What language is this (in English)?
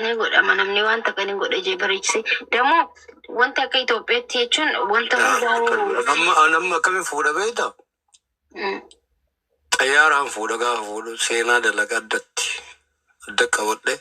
Oromo